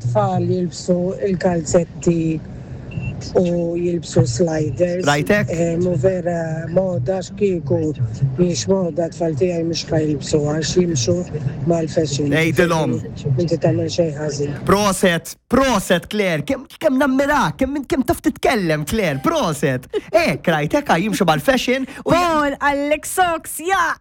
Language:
Maltese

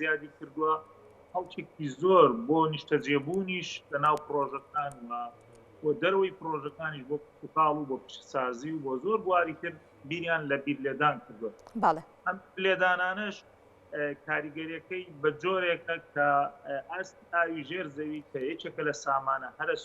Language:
Central Kurdish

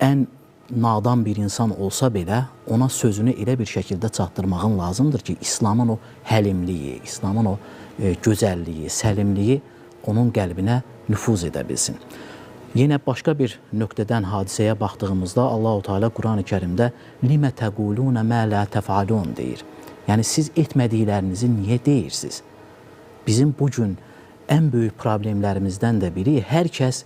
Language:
Azerbaijani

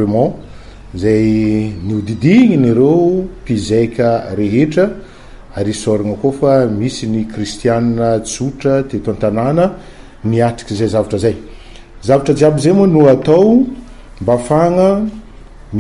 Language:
Malagasy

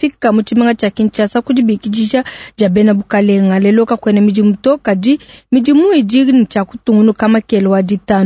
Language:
Luba-Lulua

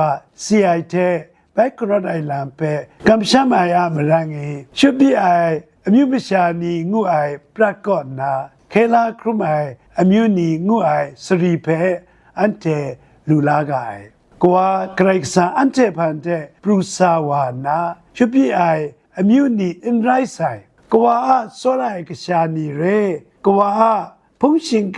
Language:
Kachin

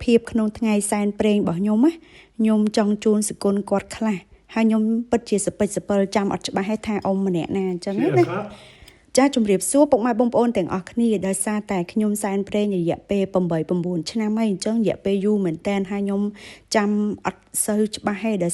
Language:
Khmer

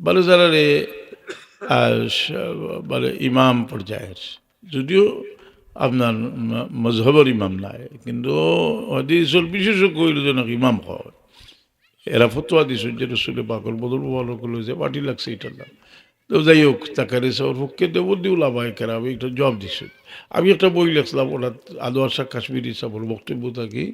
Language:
Sylheti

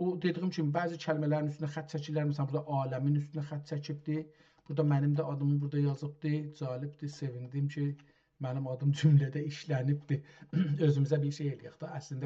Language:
South Azerbaijani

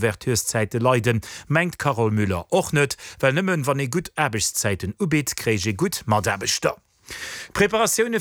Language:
Luxembourgish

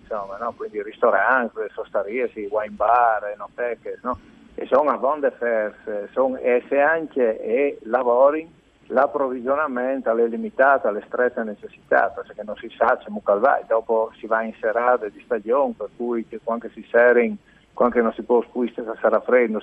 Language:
Friulian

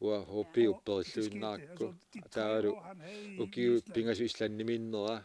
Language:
Kalaallisut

